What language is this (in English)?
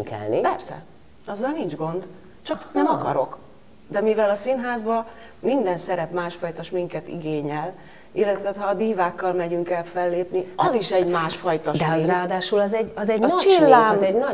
Hungarian